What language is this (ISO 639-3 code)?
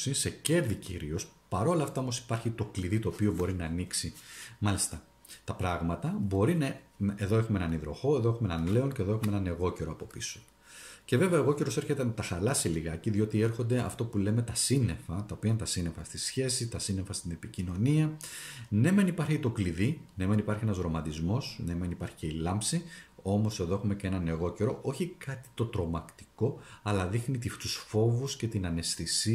ell